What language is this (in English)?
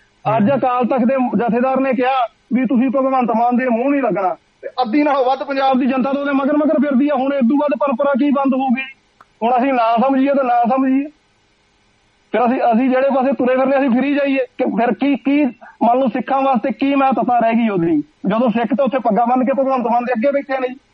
Punjabi